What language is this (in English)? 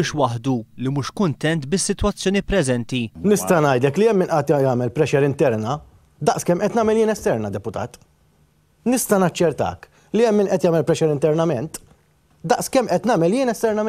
Maltese